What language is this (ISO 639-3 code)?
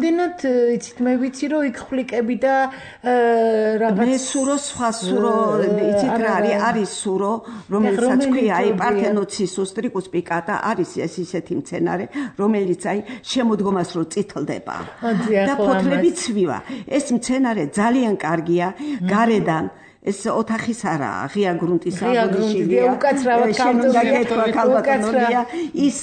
kat